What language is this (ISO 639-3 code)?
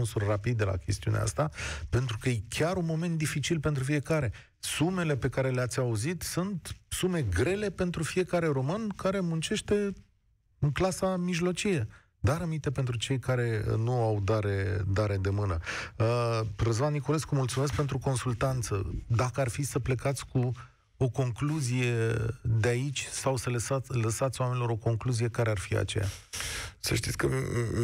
ron